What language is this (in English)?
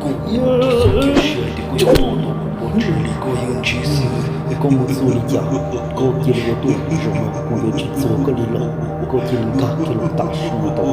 Hmong